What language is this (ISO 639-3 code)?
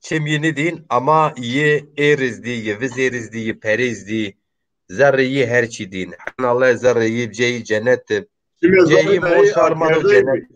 zza